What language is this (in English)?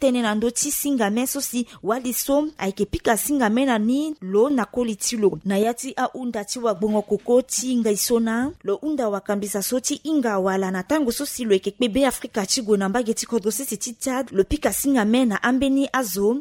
Sango